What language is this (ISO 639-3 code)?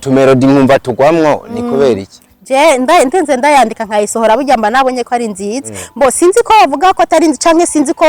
run